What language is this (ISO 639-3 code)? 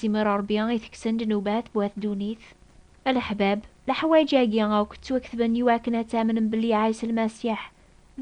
kab